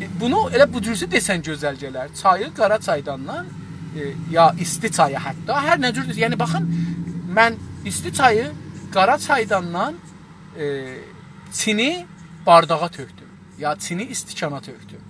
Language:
South Azerbaijani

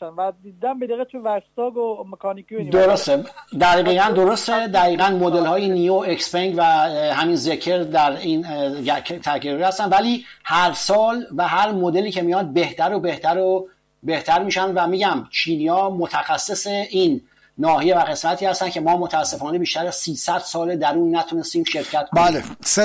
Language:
Persian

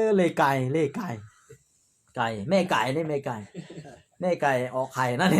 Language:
Lahu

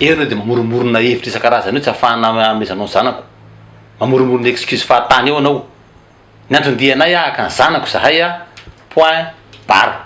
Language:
Malagasy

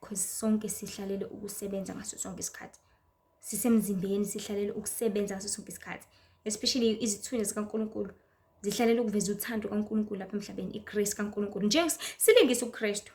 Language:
Zulu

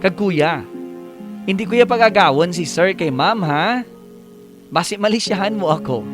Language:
Hiligaynon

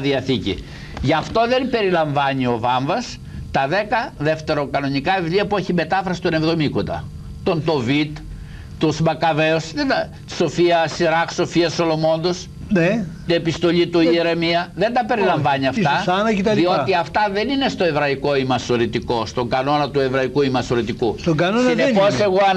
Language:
Greek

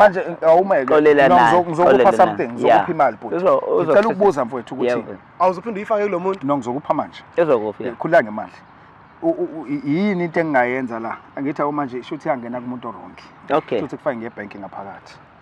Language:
Zulu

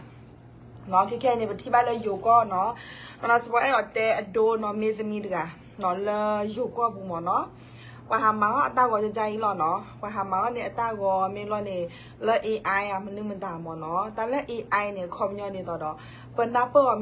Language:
S'gaw Karen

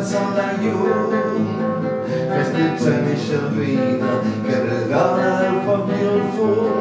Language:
Catalan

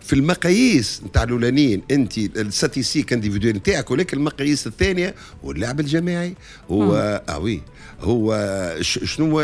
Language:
Tunisian Arabic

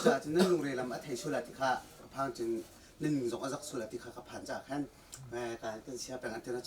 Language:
Hakha Chin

